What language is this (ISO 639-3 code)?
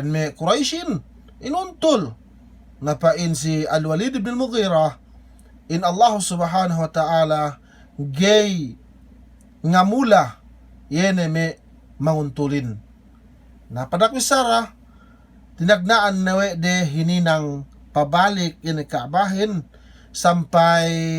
yka